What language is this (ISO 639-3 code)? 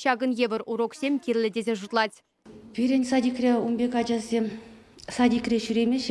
chv